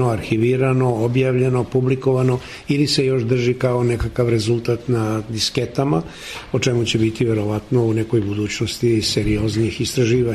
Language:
Serbian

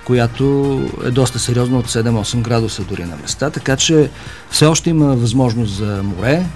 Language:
Bulgarian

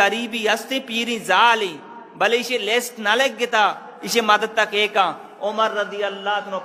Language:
Eastern Balochi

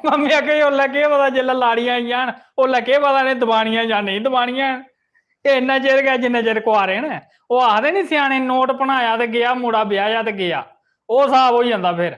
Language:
Dogri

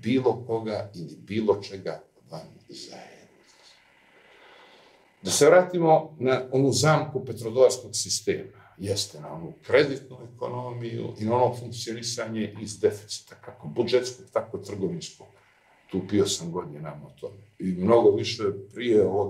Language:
Serbian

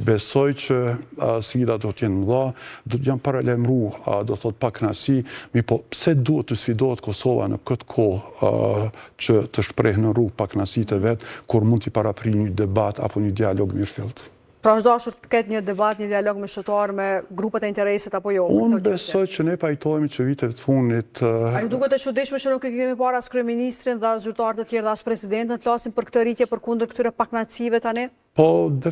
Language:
Albanian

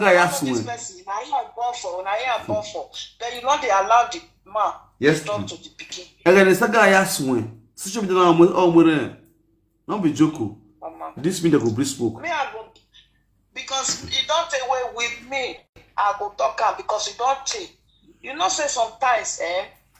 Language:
Nigerian Pidgin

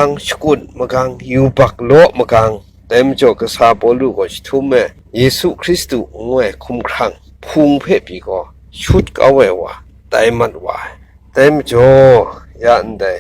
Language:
Kachin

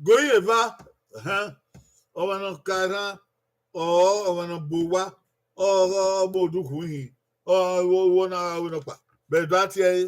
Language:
Bini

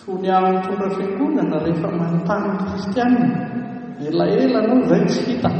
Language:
Malagasy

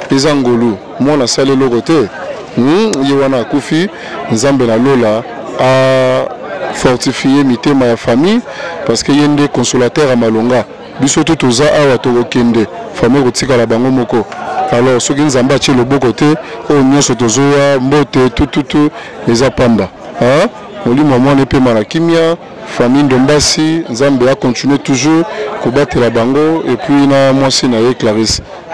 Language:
Lingala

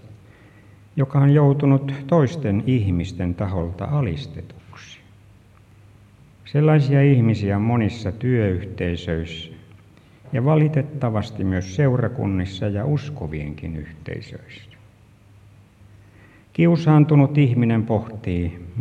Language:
Finnish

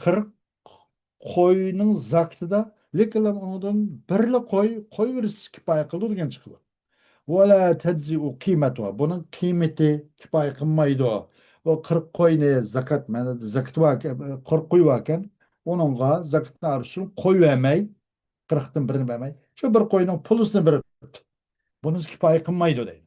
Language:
Uyghur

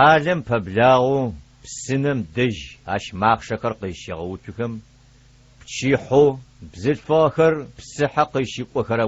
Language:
Adyghe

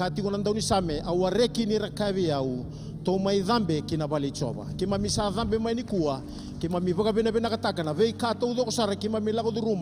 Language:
Fijian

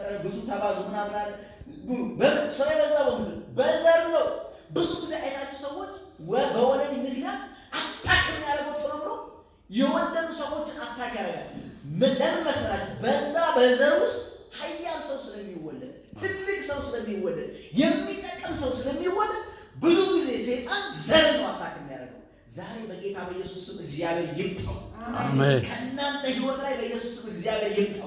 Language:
Amharic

